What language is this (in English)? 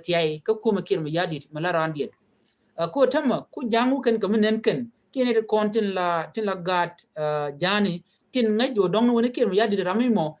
Nuer